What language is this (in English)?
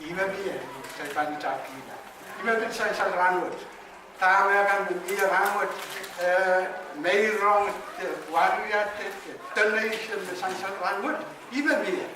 Pohnpeian